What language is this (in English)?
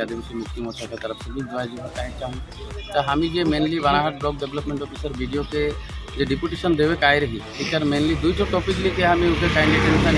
Sadri